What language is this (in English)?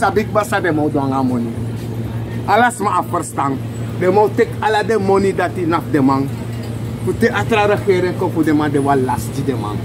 Sranan Tongo